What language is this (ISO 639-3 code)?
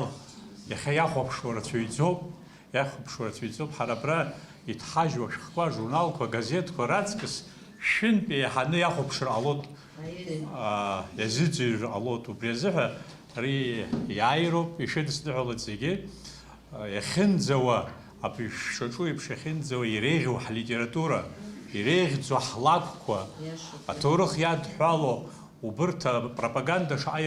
abk